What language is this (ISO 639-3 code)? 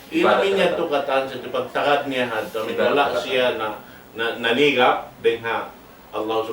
tsg